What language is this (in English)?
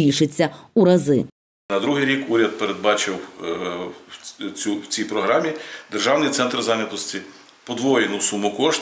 Ukrainian